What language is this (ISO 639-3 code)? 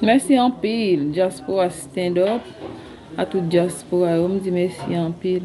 hat